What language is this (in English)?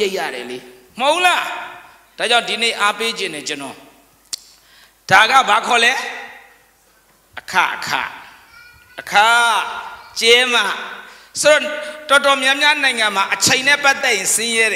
Burmese